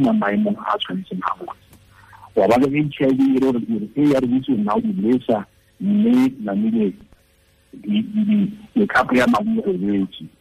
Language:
Tswana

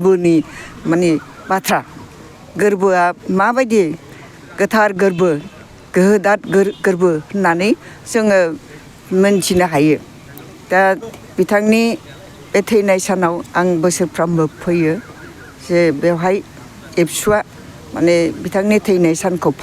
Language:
Bodo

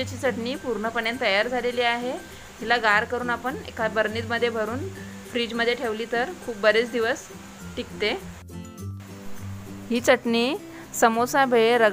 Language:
Marathi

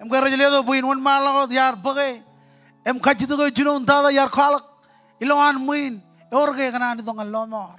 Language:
Marshallese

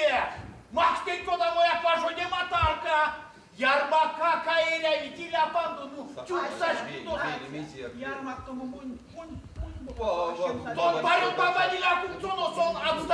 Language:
Erzya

